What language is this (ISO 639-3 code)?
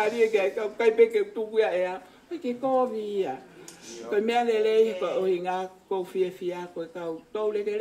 ton